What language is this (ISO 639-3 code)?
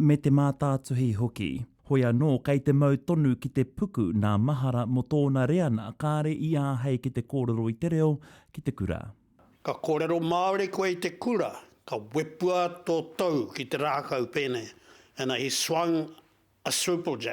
mri